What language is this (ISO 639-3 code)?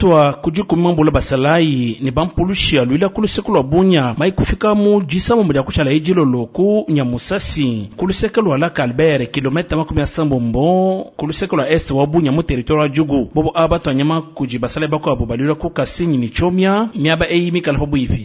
lua